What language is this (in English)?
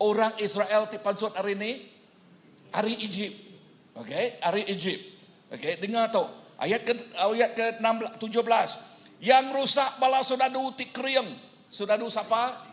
Iban